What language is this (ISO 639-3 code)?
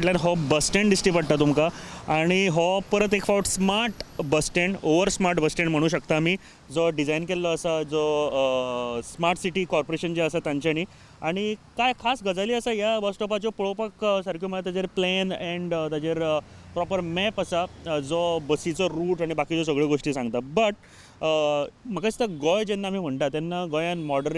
kok